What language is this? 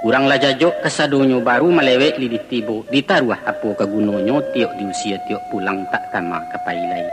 Minangkabau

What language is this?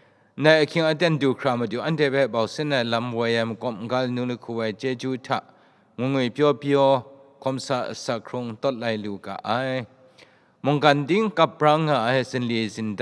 Kachin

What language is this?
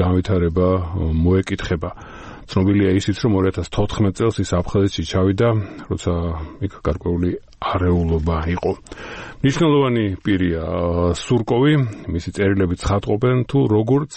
Georgian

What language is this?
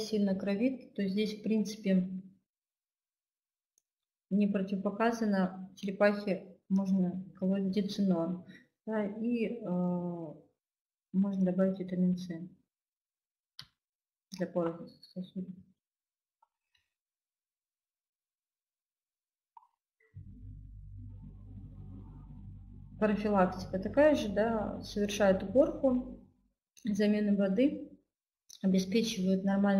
Russian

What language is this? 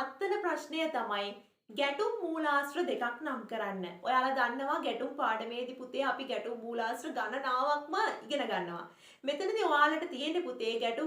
Sinhala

